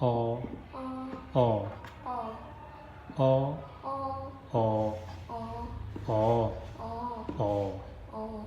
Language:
Zhuang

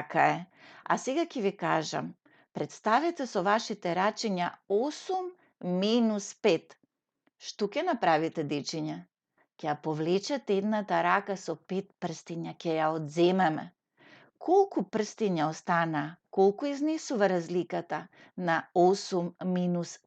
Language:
Macedonian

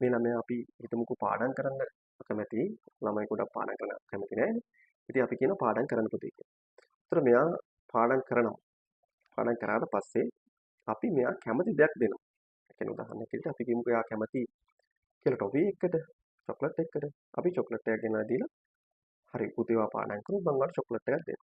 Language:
Sinhala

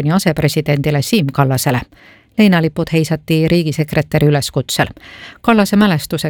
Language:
Estonian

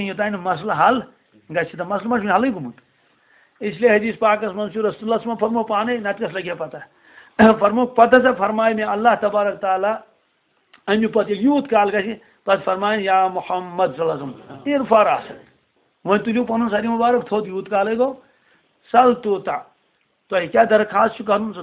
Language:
Kashmiri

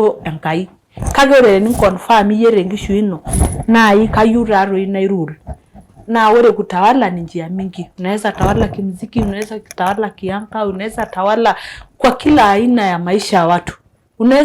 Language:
Masai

